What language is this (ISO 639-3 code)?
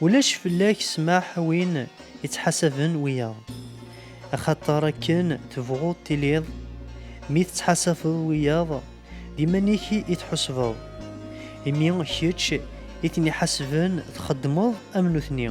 kab